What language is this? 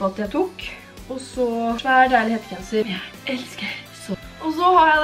Norwegian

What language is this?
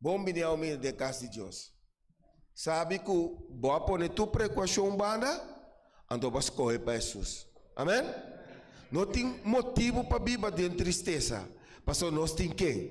Papiamento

